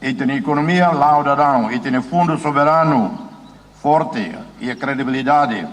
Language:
Tetum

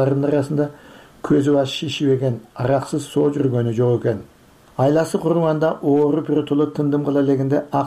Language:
Kyrgyz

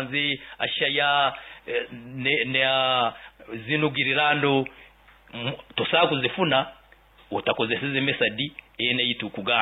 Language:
Nyoro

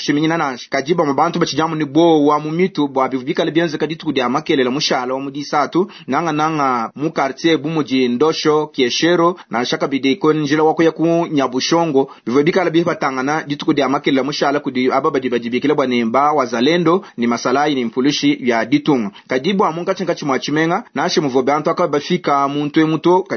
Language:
Luba-Lulua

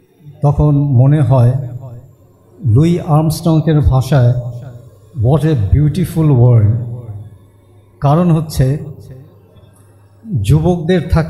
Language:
Bangla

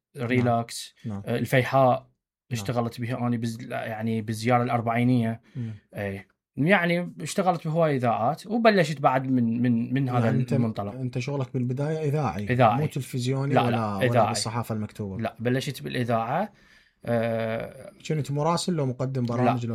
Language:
Mesopotamian Arabic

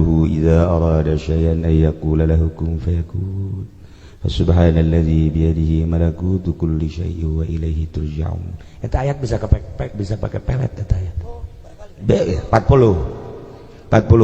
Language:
Sundanese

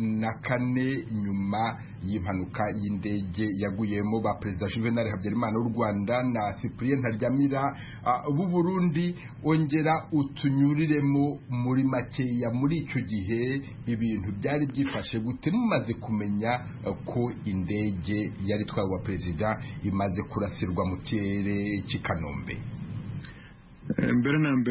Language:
Kinyarwanda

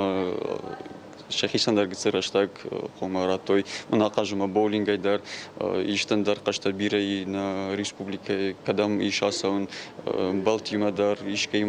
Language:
Ossetic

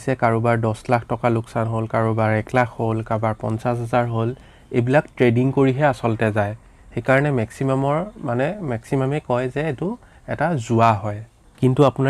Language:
Assamese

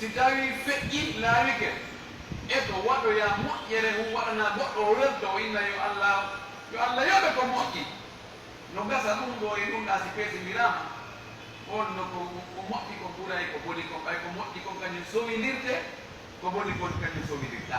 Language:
Fula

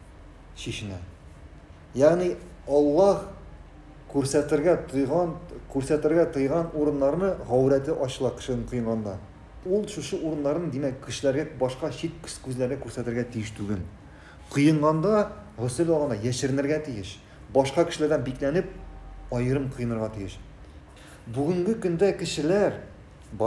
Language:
Tatar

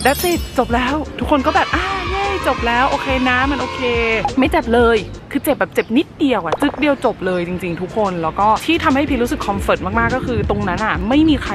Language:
Thai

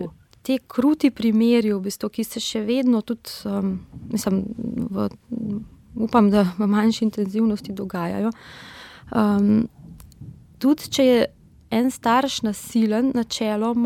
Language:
Slovenian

